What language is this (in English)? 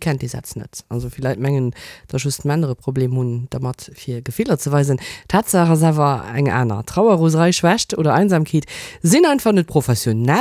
Luxembourgish